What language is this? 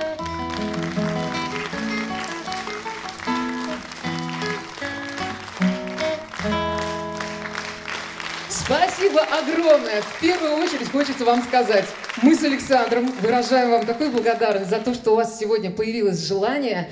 Russian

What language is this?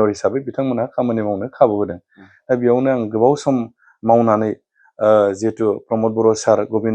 Bodo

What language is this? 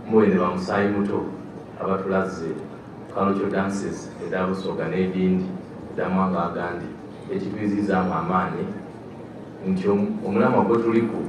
Soga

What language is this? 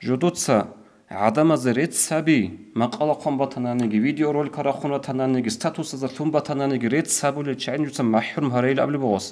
Avaric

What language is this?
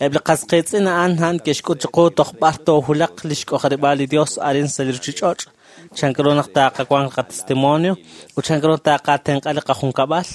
Kekchí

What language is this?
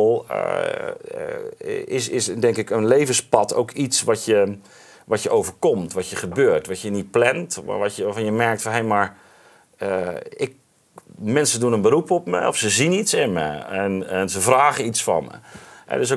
Dutch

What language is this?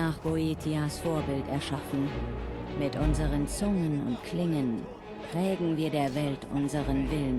Bavarian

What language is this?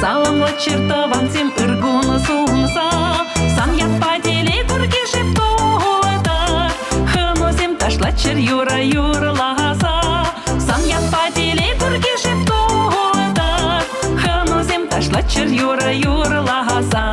Chuvash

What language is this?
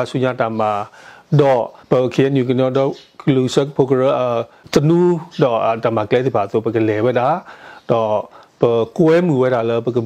S'gaw Karen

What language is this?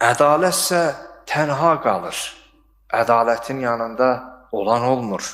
Azerbaijani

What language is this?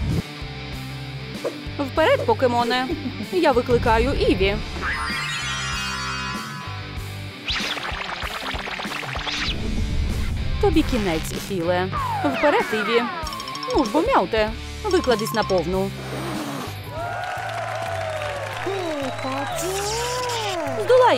Ukrainian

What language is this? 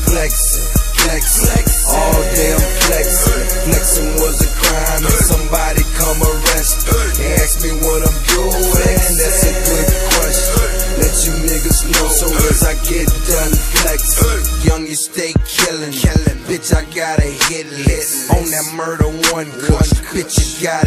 English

